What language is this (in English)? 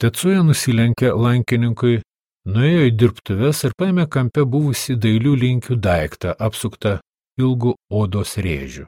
Lithuanian